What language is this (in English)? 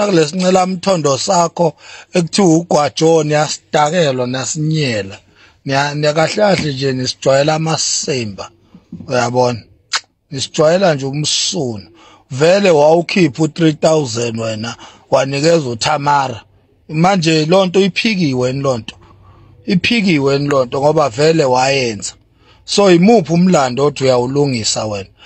Zulu